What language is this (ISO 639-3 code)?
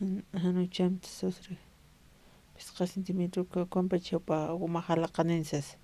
aym